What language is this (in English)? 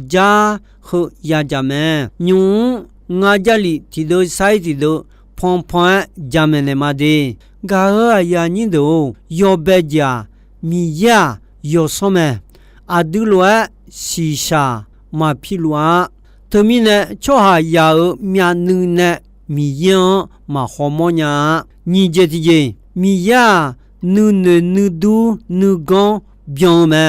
Akha